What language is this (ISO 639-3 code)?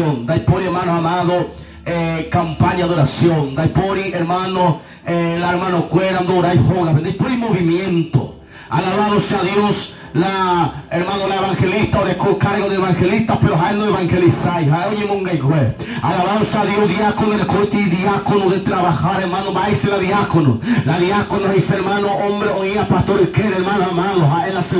grn